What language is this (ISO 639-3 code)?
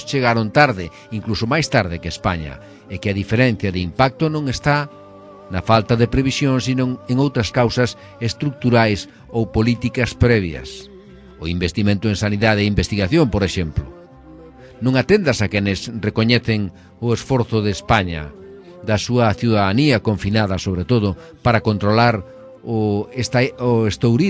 glg